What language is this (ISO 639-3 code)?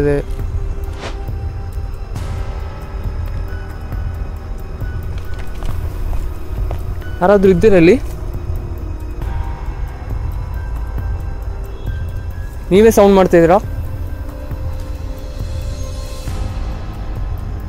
kan